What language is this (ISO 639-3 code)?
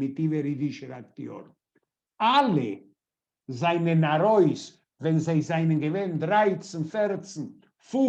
yid